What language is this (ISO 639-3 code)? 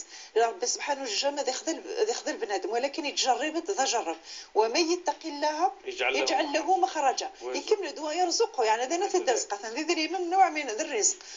ary